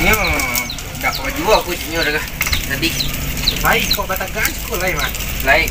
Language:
Minangkabau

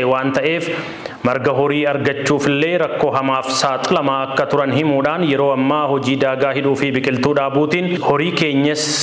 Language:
Oromo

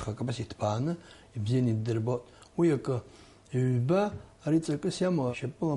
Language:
Abkhazian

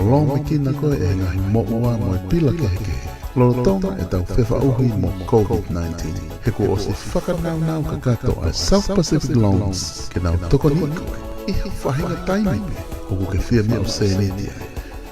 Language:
Tongan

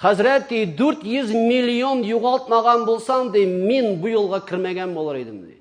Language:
Tatar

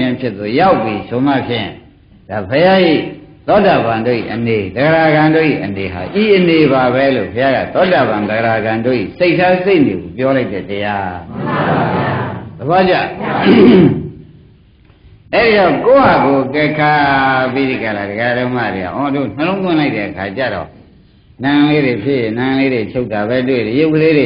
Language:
Burmese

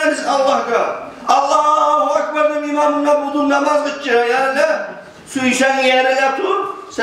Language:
Kumyk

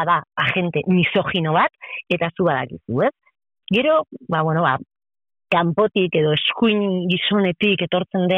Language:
Basque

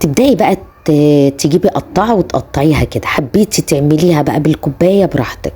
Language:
Egyptian Arabic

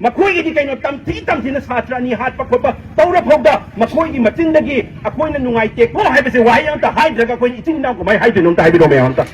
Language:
Manipuri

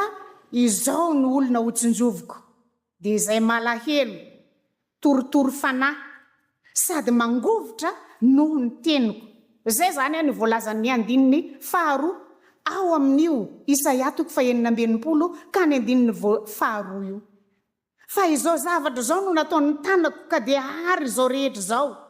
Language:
Malagasy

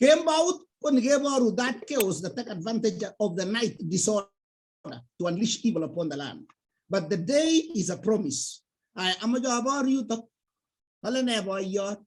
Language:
Kalenjin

